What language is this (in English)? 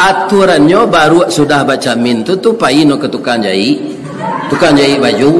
Minangkabau